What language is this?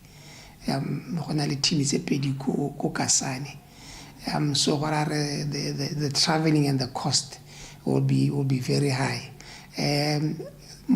Tswana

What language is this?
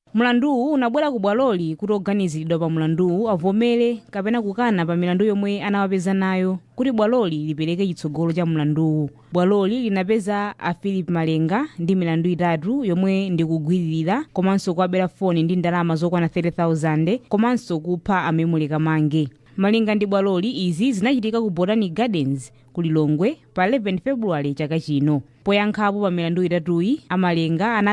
Nyanja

